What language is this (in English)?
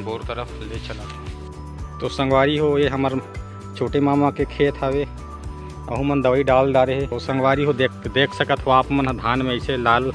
Chhattisgarhi